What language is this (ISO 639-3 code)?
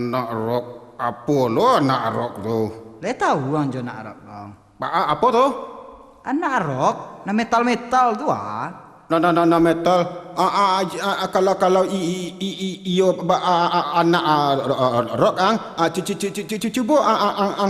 min